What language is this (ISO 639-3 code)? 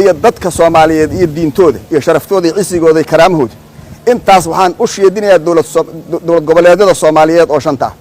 som